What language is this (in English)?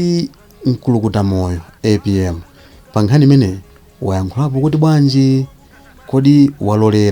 Nyanja